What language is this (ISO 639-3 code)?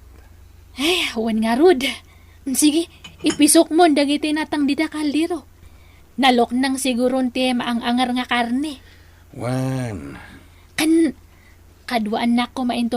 ilo